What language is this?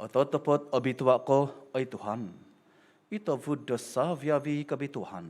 Central Dusun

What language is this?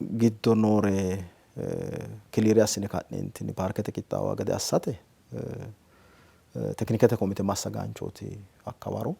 Sidamo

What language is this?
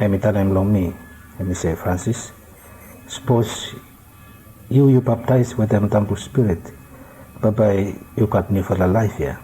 Bislama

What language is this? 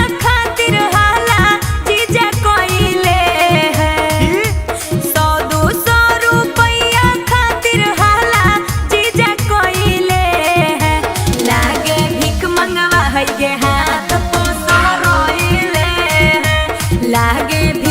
Magahi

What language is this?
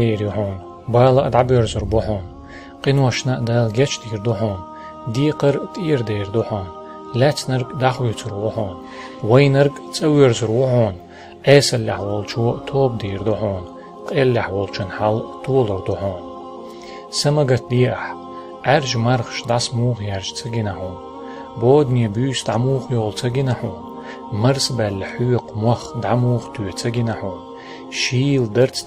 Chechen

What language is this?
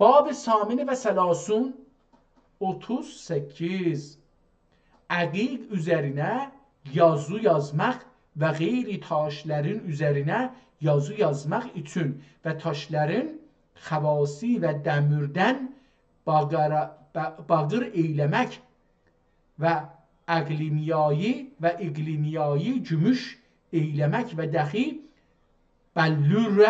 South Azerbaijani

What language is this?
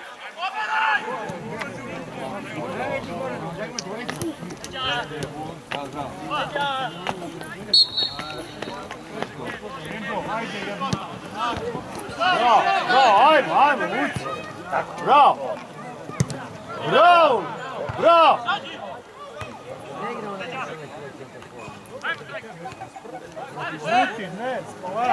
Serbian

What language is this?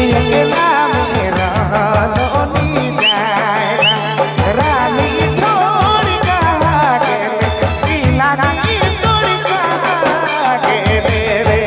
Sadri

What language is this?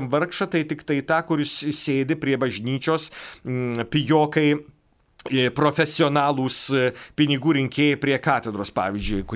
Lithuanian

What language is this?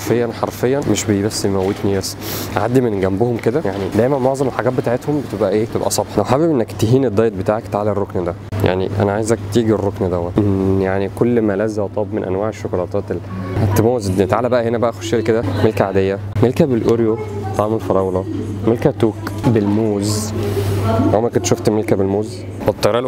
Egyptian Arabic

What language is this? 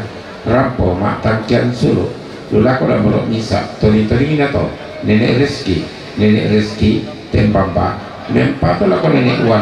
Toraja-Sa'dan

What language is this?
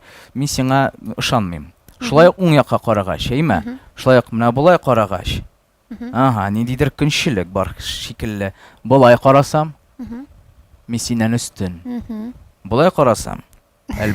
Tatar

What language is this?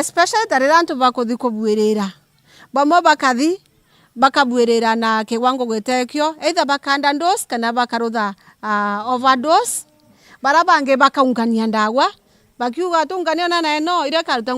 Meru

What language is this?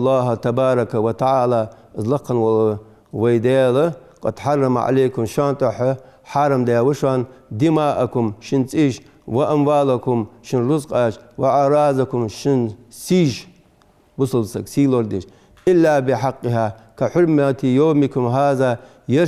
Ingush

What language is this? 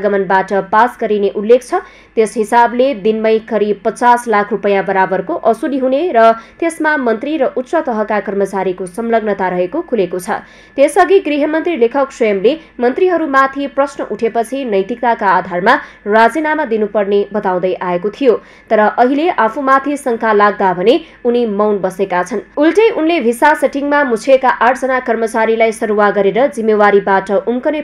Nepali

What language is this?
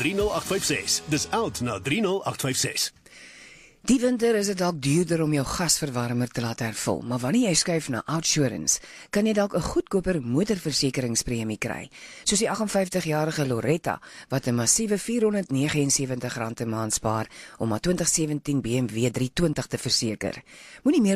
Afrikaans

